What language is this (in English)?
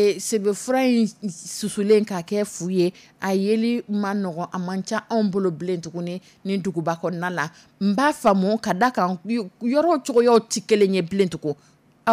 Dyula